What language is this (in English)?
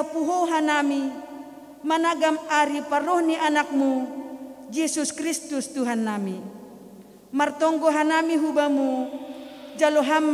Batak Simalungun